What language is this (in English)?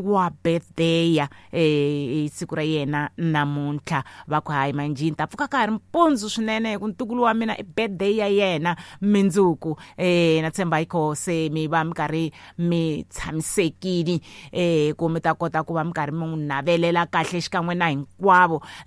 Tsonga